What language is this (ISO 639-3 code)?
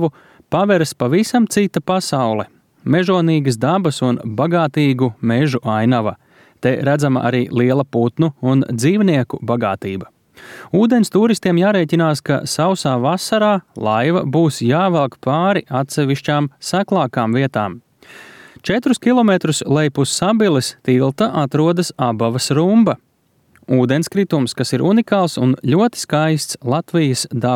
lav